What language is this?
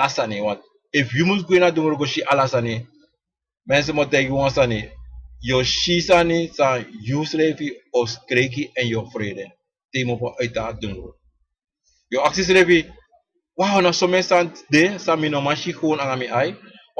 Sranan Tongo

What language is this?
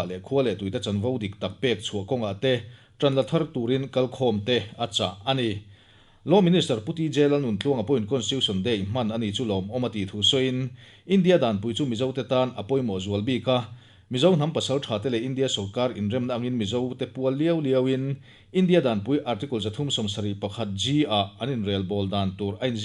Mizo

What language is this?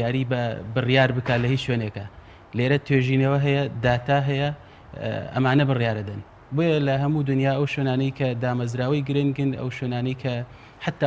Central Kurdish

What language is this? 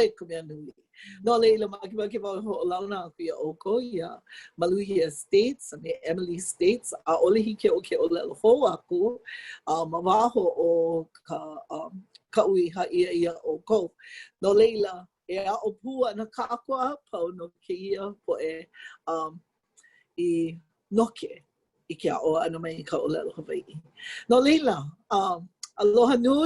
Hawaiian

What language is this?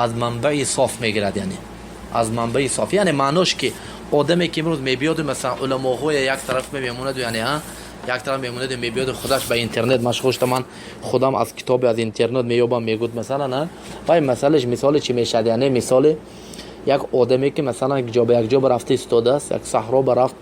Tajik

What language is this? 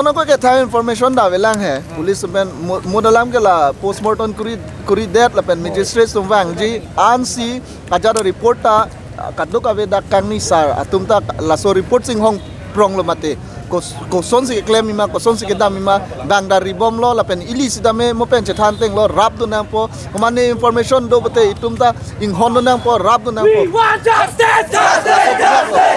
Karbi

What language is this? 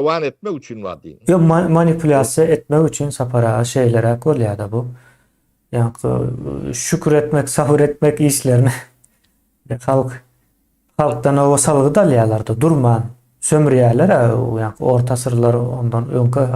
Turkmen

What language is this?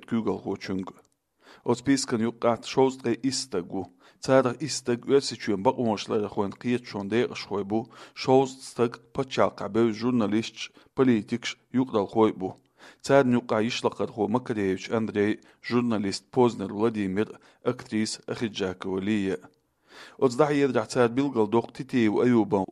Chechen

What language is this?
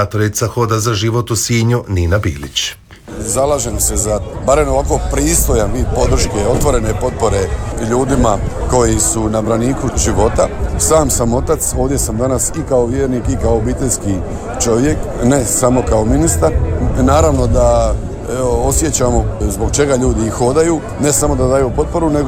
Croatian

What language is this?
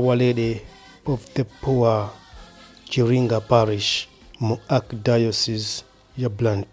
Nyanja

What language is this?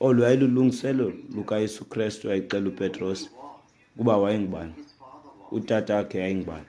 Xhosa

